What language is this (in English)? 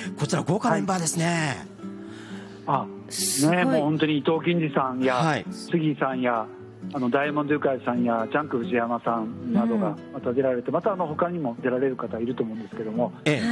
Japanese